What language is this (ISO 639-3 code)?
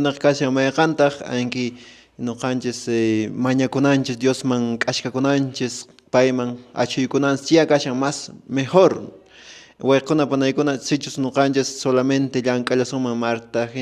que